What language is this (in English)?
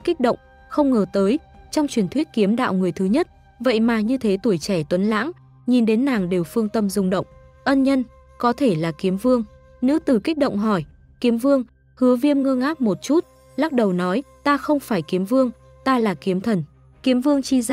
Vietnamese